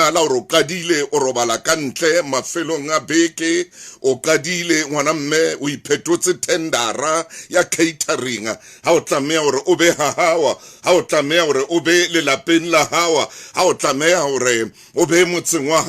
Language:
Southern Sotho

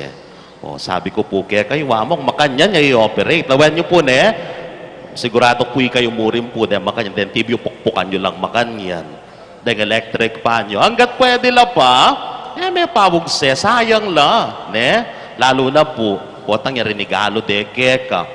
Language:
Pampanga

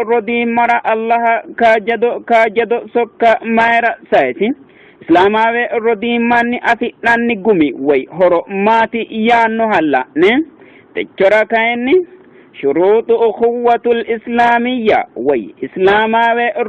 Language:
Sidamo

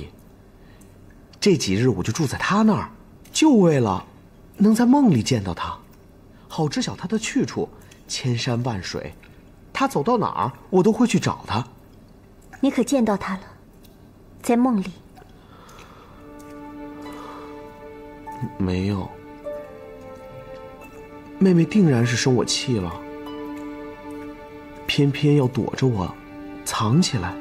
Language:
Chinese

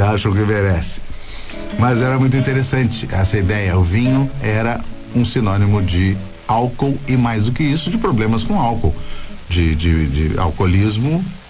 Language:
Portuguese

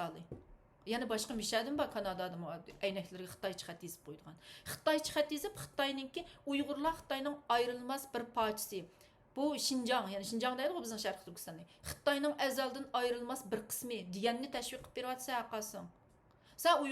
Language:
Uyghur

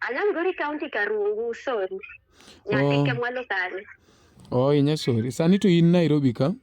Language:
Luo (Kenya and Tanzania)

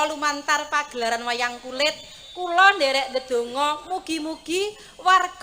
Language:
Javanese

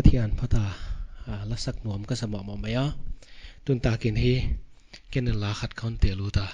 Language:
Paite Chin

